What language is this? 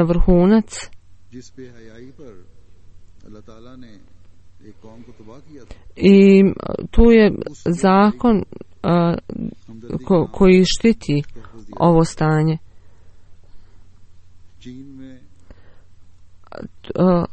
Bosnian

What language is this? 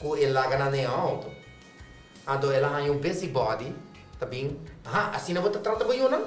Papiamento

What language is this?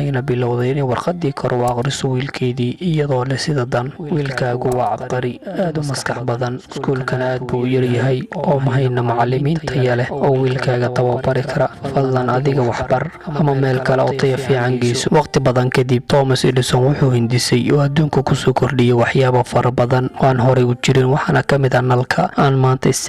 Somali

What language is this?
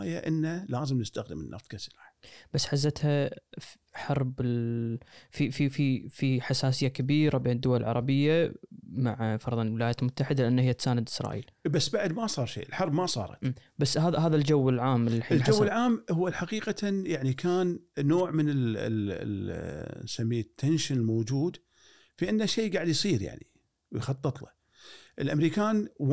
Gulf Arabic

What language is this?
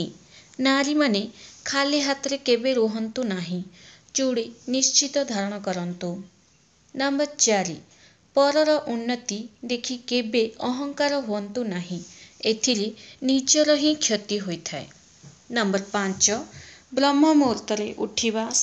Odia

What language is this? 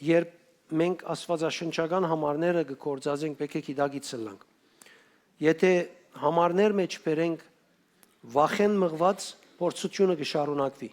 Western Armenian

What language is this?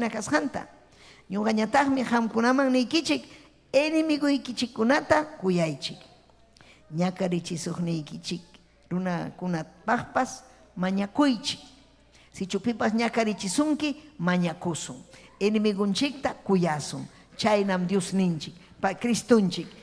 Ayacucho Quechua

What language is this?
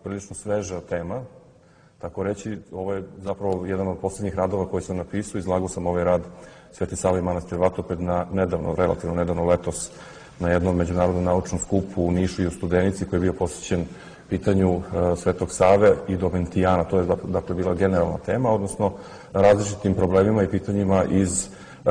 Serbian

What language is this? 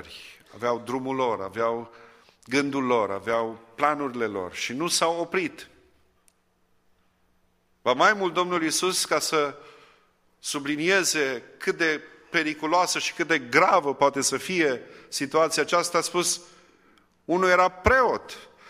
Romanian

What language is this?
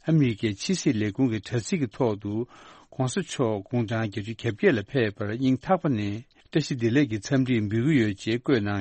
Tibetan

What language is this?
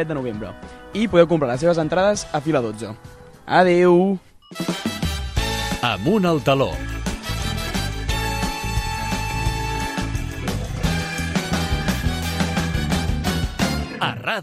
Catalan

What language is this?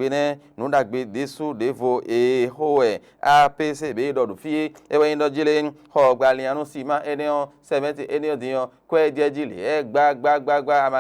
Fon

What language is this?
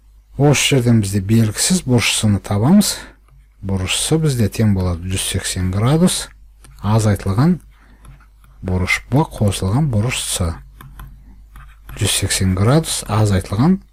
Kazakh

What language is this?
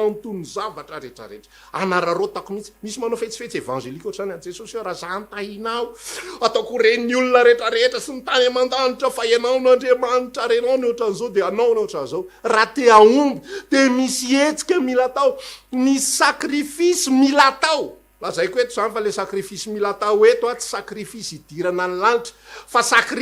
Malagasy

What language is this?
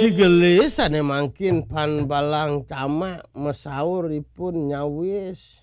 Balinese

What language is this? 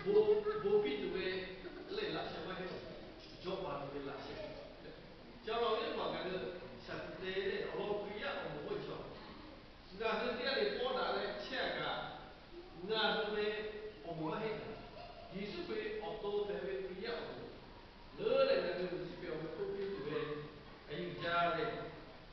Lahu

